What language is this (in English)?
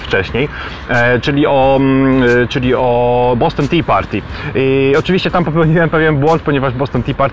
Polish